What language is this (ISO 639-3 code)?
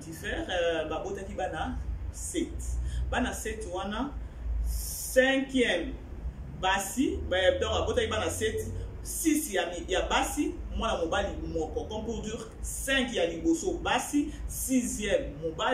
lin